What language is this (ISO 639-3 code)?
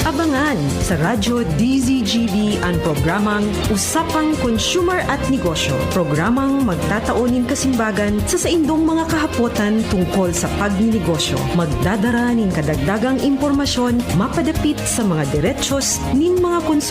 bik